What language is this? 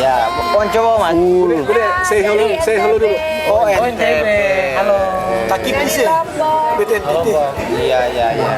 Ambonese Malay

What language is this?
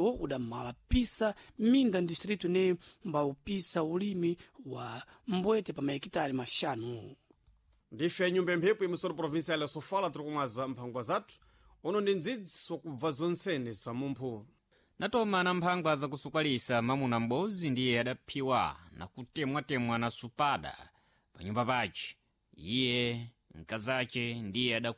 Sena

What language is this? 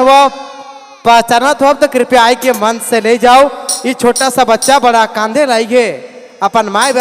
Sadri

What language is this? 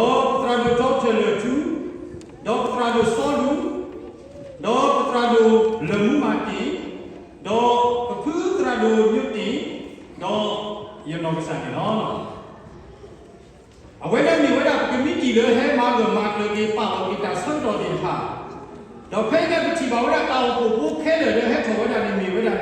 S'gaw Karen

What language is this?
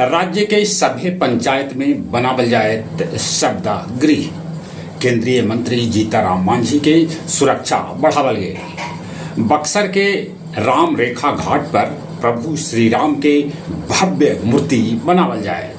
Magahi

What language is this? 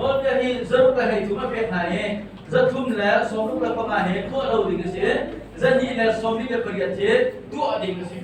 Hakha Chin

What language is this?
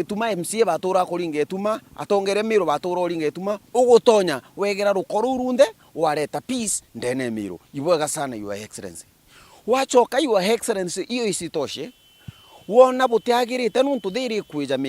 Meru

